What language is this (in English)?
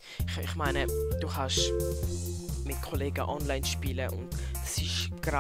Swiss German